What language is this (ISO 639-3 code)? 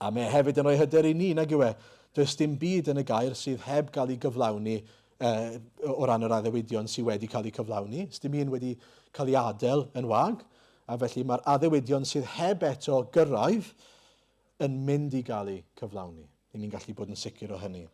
cym